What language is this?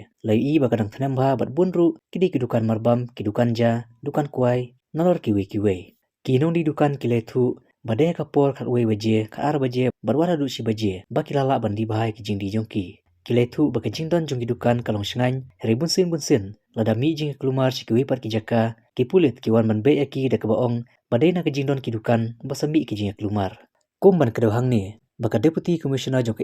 Khasi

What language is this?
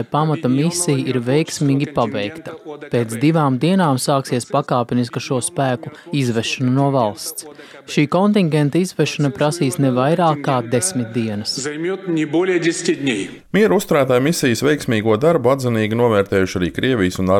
Latvian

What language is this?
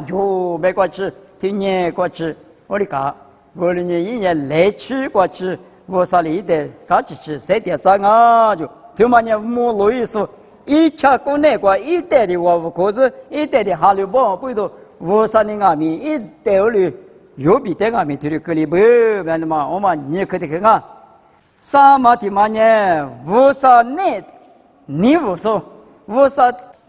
Lisu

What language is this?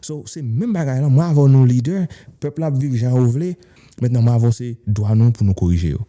Haitian Creole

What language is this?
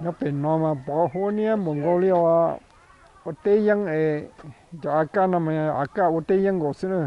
Hmong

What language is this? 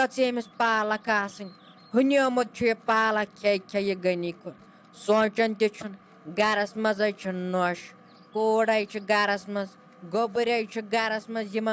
Kashmiri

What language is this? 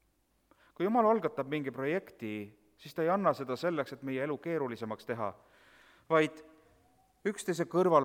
Estonian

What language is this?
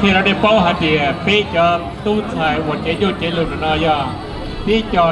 Hmong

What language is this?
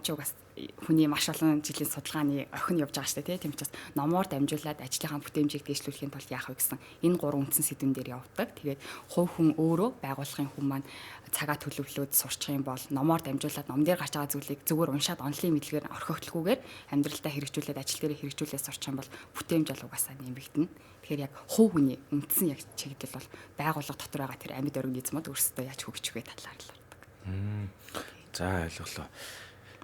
Mongolian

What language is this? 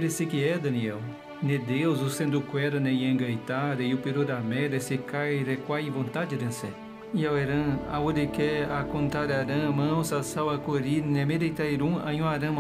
Nheengatu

